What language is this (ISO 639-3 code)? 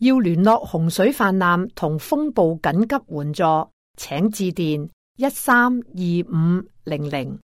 yue